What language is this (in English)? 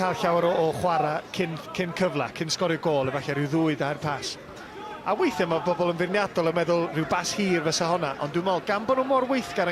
Welsh